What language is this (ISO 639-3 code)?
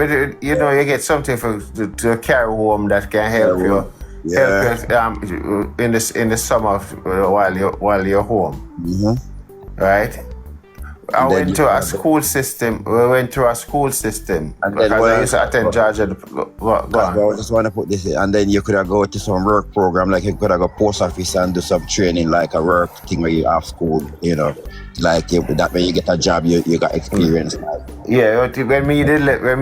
jam